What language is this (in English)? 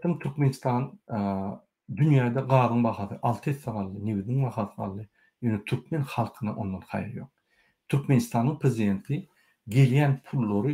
Turkmen